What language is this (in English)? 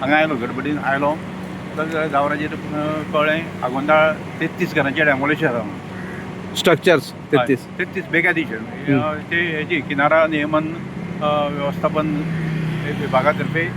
Konkani